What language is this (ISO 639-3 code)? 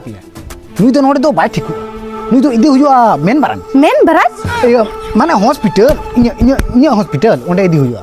sat